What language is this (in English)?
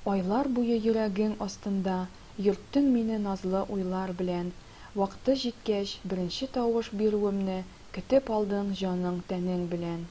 Tatar